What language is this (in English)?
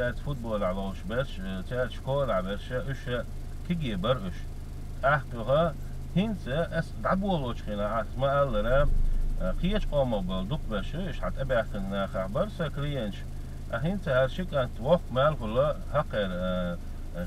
Chechen